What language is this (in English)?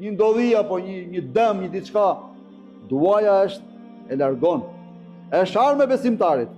Albanian